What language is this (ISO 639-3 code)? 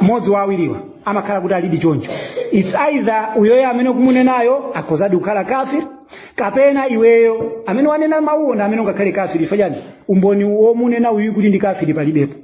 nya